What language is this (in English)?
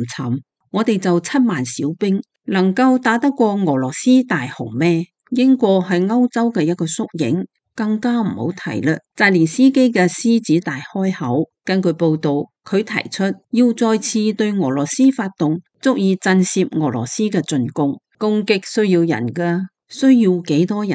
Cantonese